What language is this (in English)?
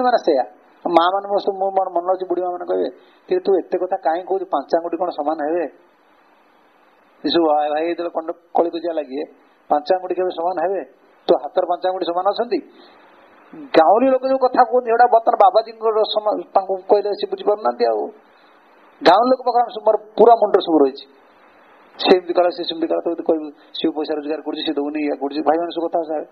Odia